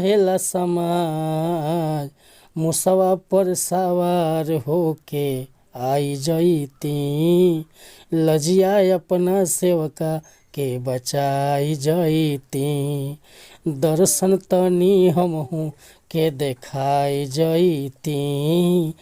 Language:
Bhojpuri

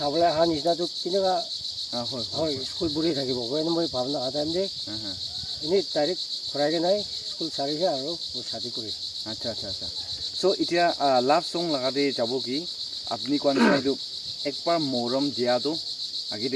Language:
Naga Pidgin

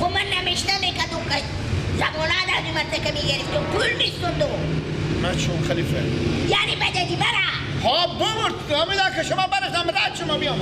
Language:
Persian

